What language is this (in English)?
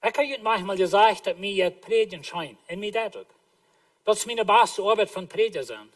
Plautdietsch